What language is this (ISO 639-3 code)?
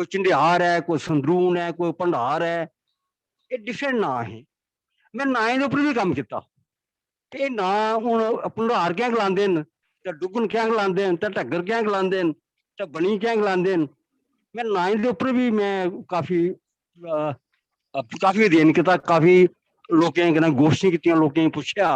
doi